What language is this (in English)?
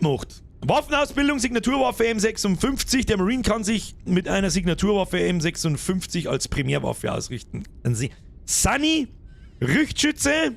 Bavarian